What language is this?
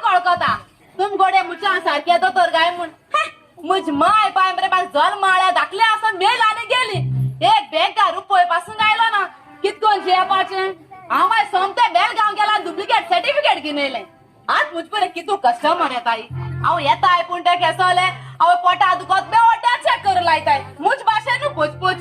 Konkani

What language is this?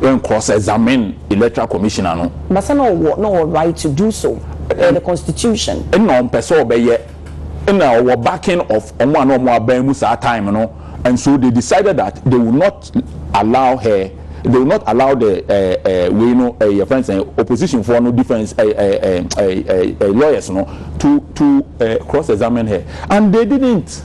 Akan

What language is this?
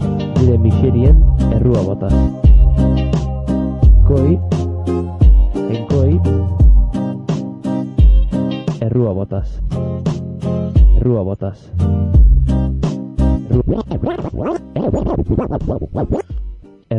Basque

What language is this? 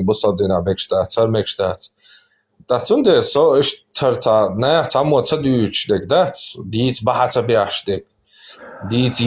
Chechen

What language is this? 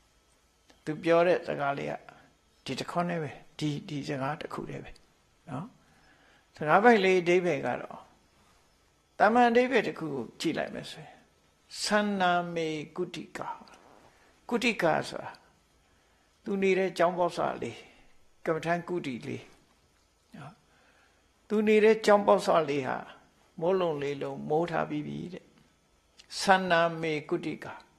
Burmese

